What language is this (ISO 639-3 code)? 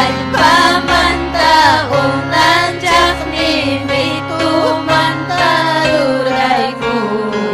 quy